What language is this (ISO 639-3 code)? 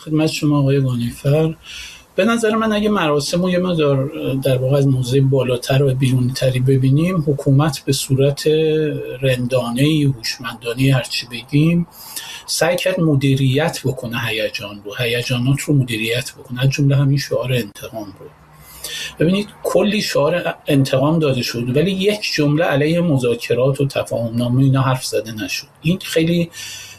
fas